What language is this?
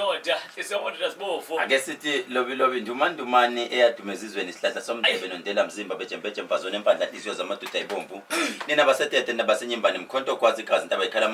Zulu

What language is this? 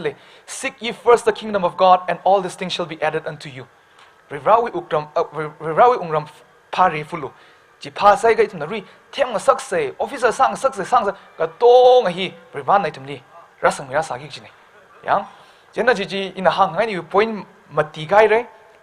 Tangkhul Naga (India)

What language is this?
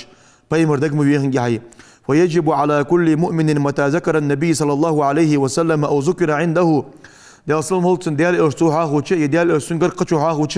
Ingush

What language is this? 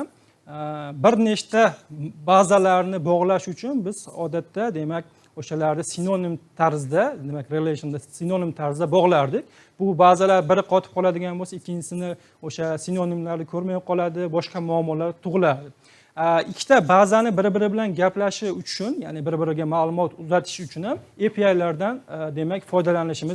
Uzbek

